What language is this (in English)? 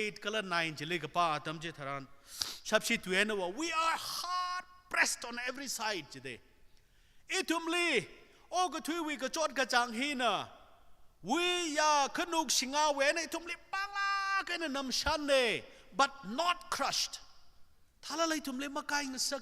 Tangkhul Naga (India)